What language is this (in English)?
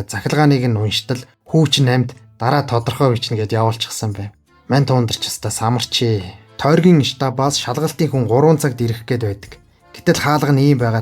Mongolian